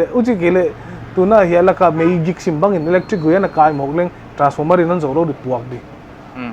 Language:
Paite Chin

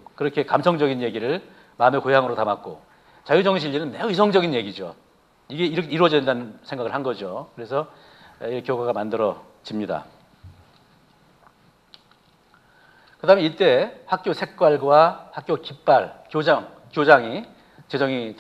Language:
Korean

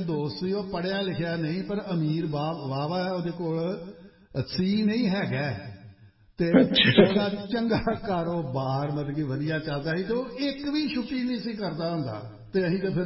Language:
Punjabi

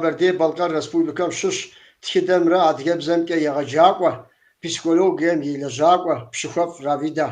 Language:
Kabardian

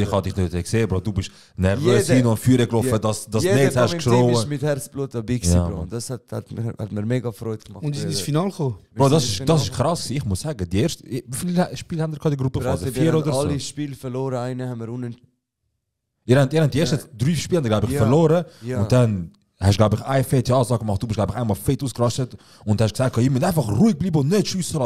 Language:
Swiss German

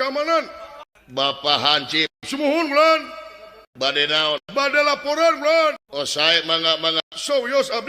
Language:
Sundanese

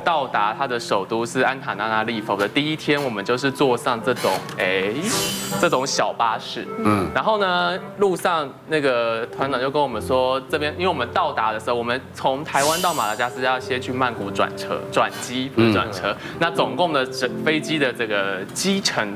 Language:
Chinese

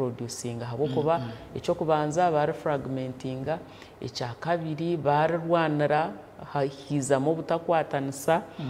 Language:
Nyankole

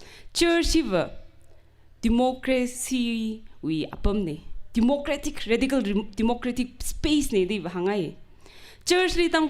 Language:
Tangkhul Naga (India)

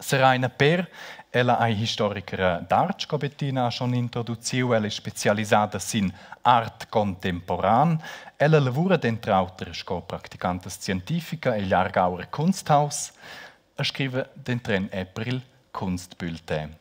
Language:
Romansh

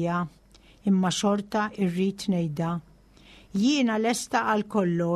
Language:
Maltese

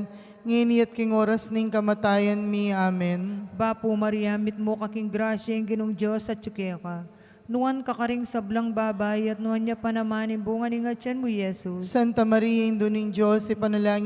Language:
Pampanga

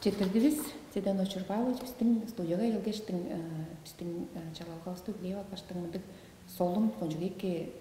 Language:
Tuvinian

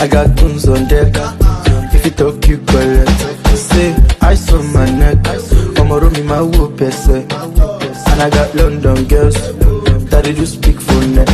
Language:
Nigerian Pidgin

